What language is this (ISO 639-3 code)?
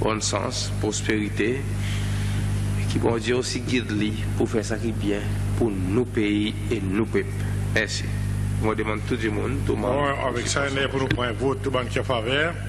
crs